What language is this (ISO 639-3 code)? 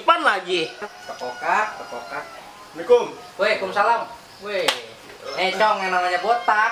bew